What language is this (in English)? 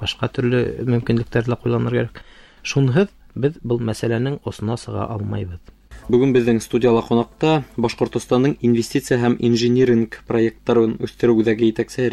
Bashkir